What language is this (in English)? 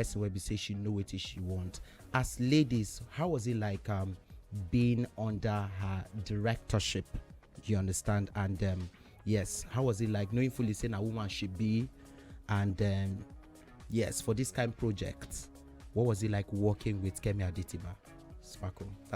Nigerian Pidgin